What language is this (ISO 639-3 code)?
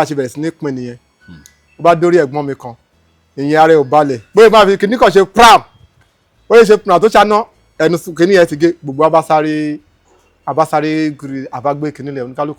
yor